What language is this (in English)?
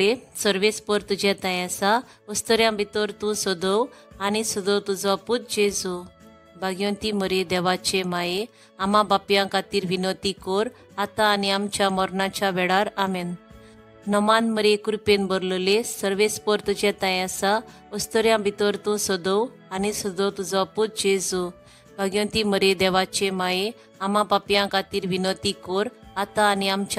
Konkani